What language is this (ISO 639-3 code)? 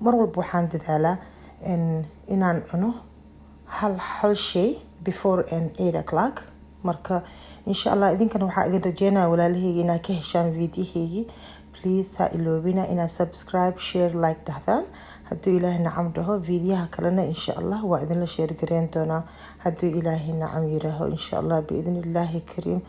som